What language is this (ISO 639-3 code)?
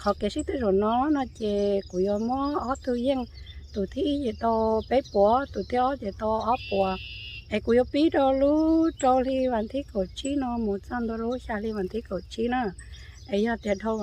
hmn